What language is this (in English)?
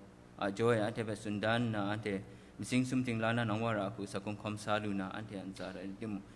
Kachin